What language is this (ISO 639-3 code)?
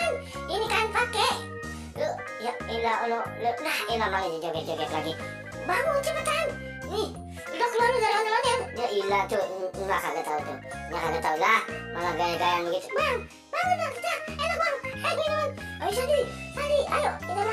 bew